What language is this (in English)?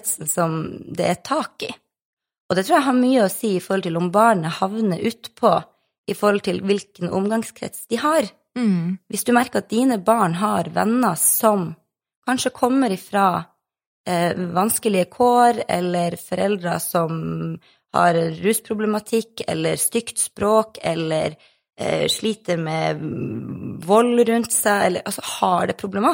Norwegian